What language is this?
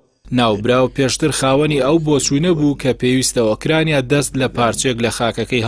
Central Kurdish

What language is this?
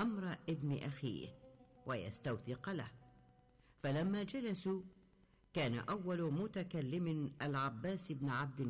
Arabic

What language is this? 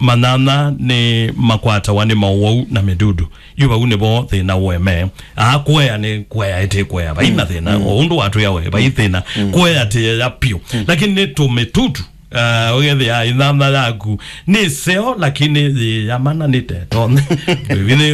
Kamba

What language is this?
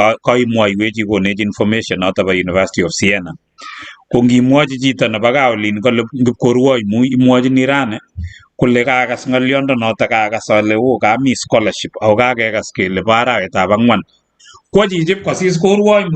Kalenjin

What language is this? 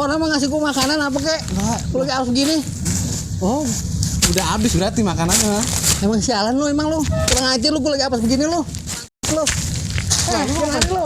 Betawi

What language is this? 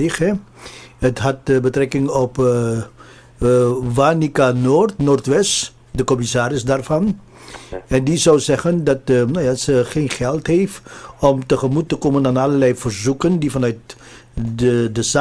Dutch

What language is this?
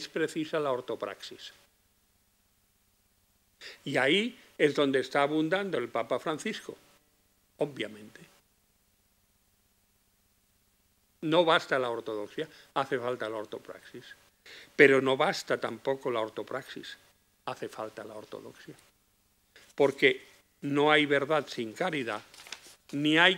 Spanish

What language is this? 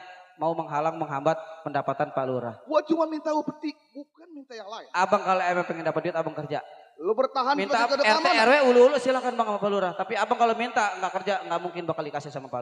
Betawi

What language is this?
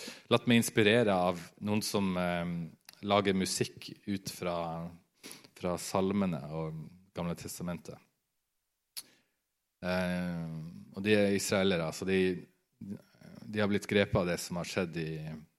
Norwegian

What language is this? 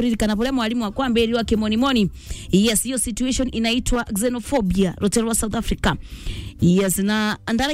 Meru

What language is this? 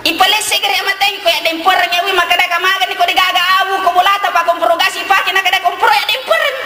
Buginese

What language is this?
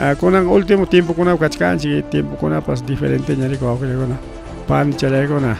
Ayacucho Quechua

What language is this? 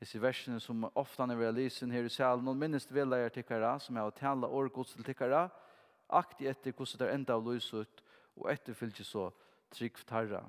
Faroese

